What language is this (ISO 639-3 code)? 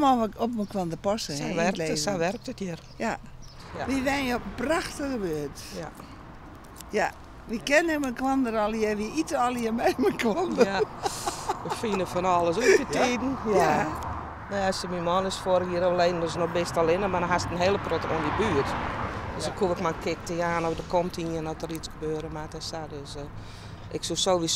fry